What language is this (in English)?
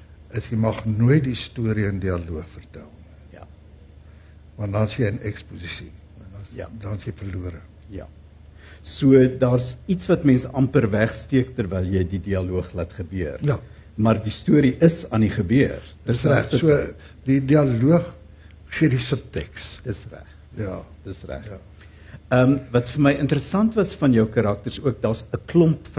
Afrikaans